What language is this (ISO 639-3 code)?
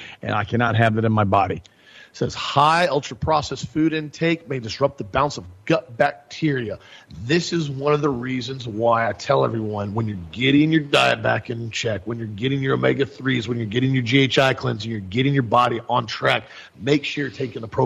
eng